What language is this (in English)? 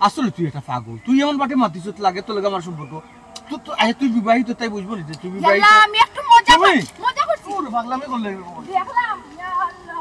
Sylheti